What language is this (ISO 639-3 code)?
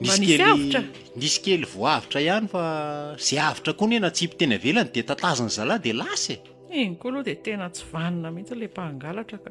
mlg